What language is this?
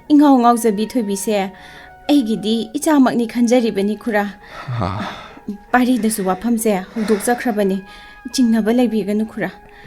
Manipuri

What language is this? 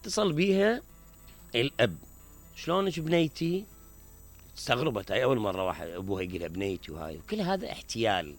Mesopotamian Arabic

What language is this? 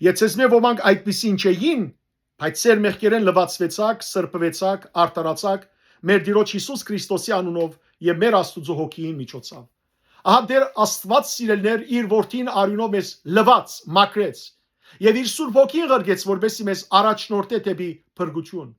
Western Armenian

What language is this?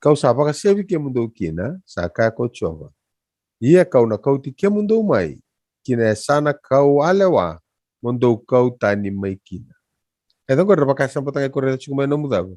Fijian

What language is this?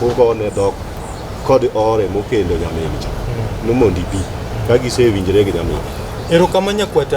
Luo (Kenya and Tanzania)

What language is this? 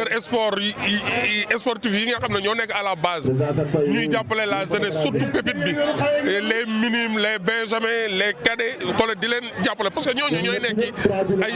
Wolof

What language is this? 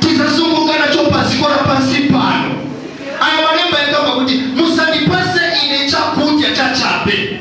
Nyanja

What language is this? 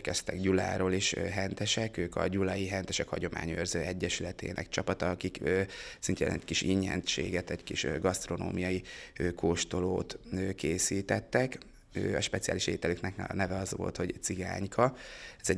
Hungarian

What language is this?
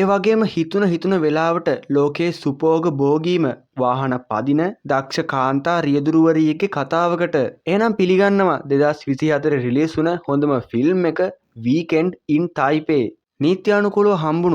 Sinhala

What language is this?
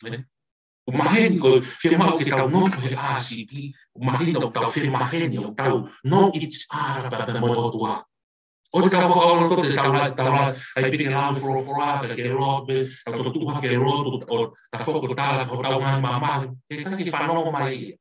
Tongan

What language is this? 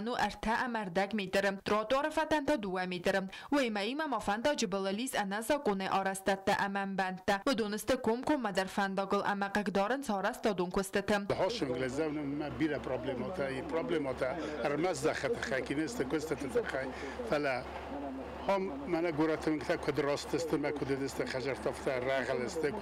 Ossetic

